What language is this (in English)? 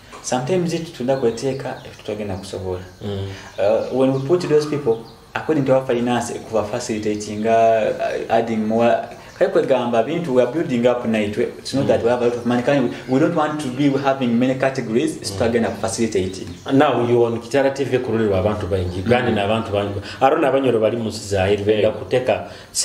Nyoro